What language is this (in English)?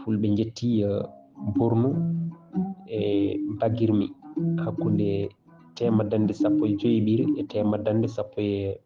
Fula